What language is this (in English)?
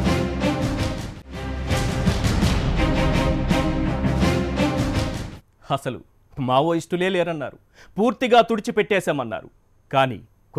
Telugu